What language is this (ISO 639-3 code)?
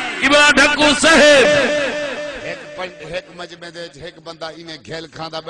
skr